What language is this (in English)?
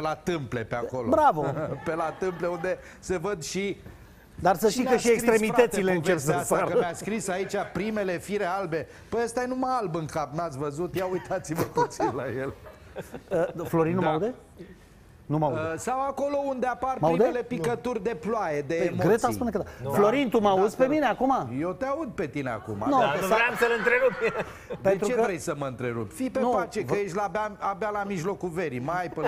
Romanian